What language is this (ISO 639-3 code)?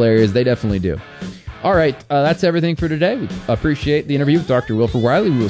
eng